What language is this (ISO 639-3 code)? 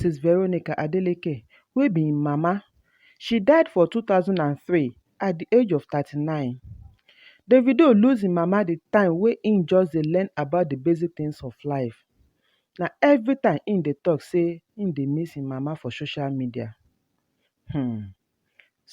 pcm